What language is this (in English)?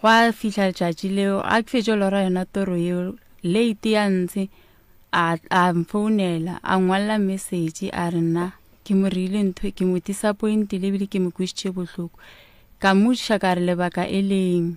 Northern Sotho